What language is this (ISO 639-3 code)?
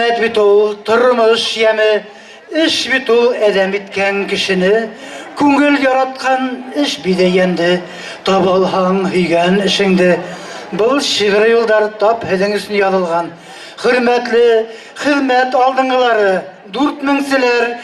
bak